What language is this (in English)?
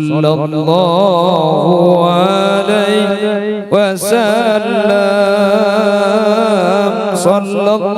Madurese